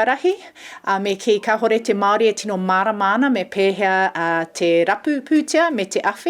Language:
Māori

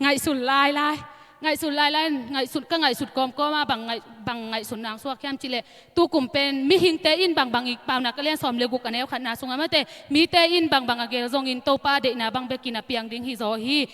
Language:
Hakha Chin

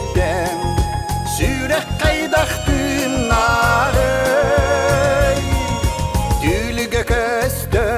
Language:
Yakut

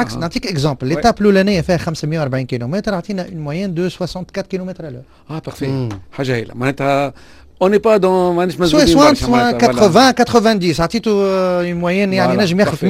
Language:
Tunisian Arabic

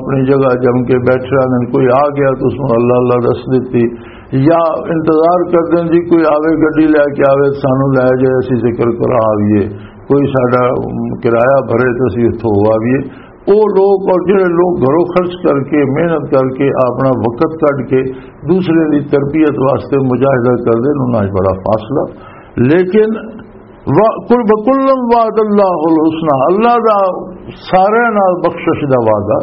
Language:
Western Panjabi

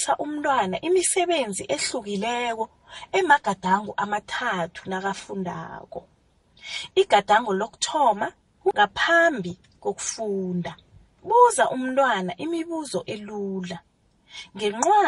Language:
South Ndebele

